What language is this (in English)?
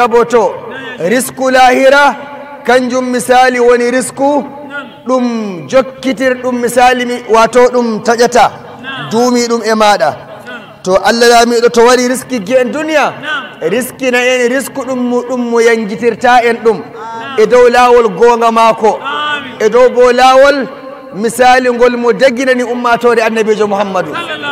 Nigerian Fulfulde